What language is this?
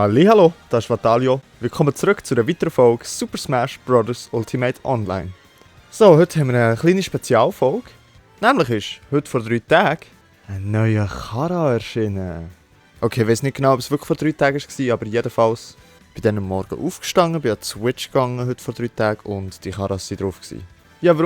Swiss German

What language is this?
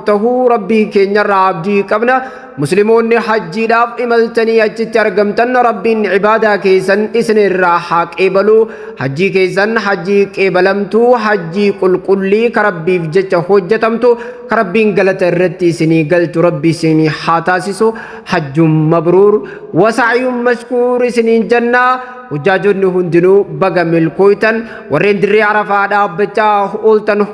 Oromo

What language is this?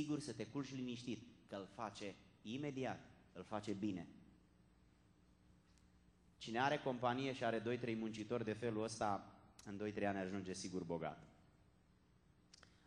Romanian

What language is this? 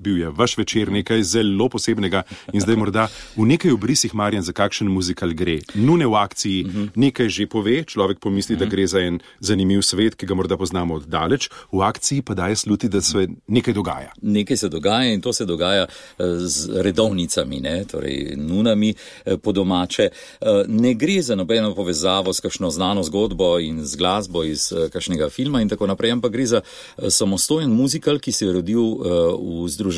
Slovenian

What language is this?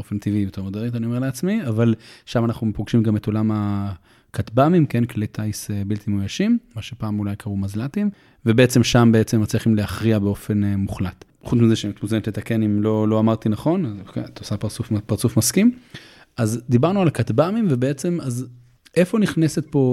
Hebrew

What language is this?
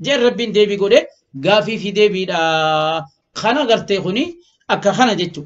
Oromo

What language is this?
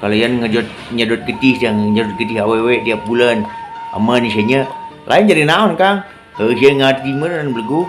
Sundanese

